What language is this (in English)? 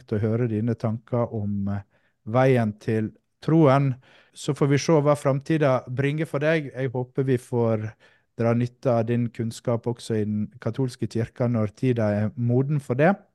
Norwegian